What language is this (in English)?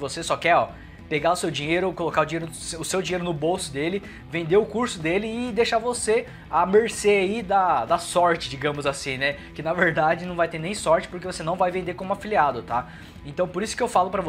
Portuguese